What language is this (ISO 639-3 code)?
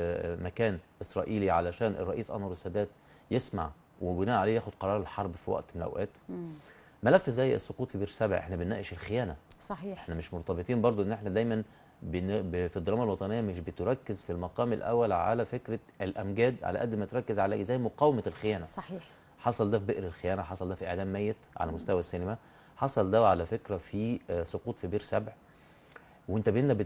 arz